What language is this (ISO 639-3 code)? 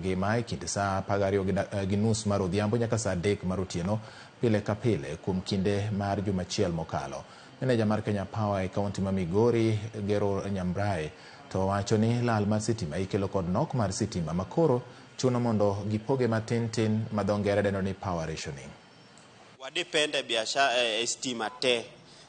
luo